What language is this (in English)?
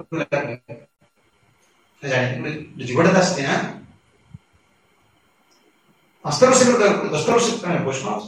Odia